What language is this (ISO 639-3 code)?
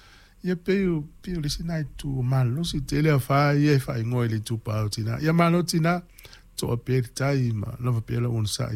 smo